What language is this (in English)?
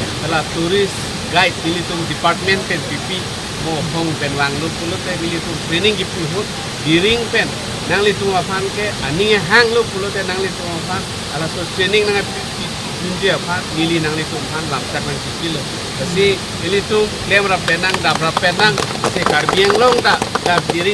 Karbi